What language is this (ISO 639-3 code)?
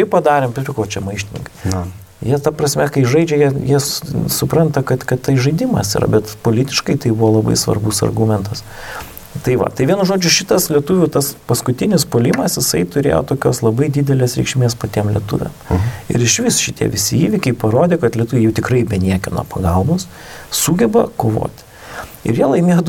lit